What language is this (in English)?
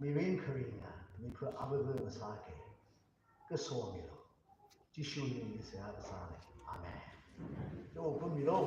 Tangkhul Naga (India)